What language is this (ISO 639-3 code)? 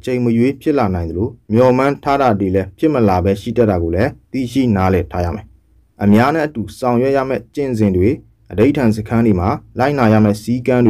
mya